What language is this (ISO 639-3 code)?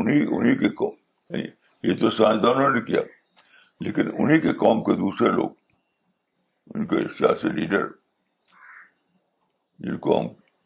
urd